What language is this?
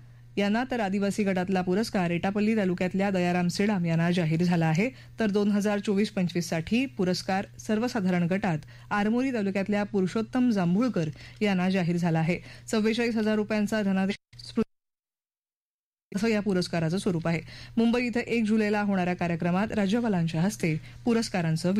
Marathi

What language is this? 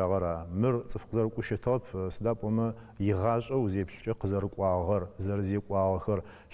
Adyghe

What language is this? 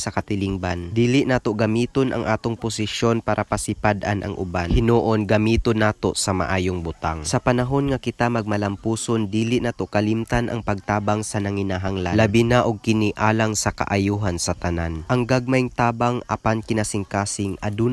Cebuano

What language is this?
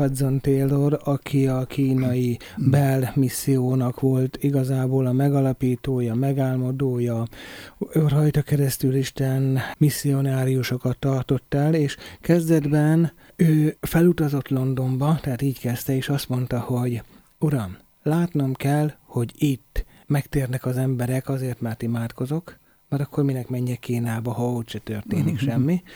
Hungarian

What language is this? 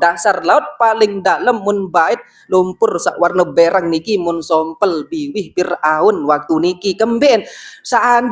Sasak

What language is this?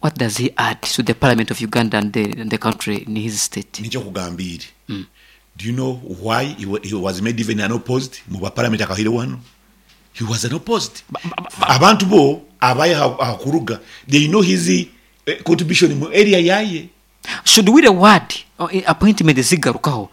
Nyankole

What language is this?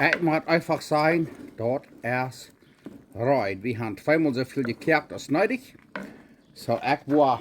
Plautdietsch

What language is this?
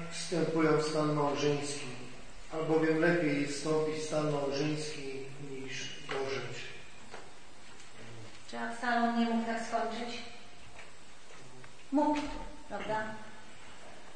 Polish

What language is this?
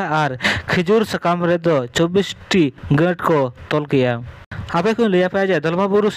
Santali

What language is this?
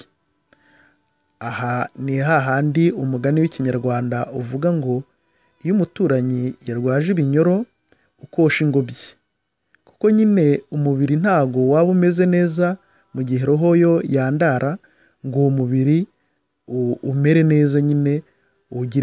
Kinyarwanda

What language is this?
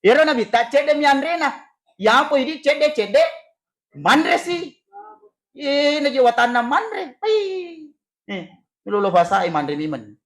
Buginese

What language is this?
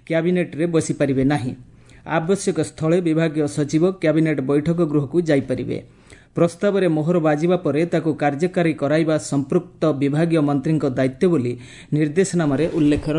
Odia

